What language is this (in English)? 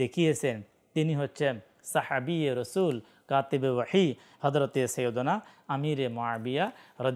Bangla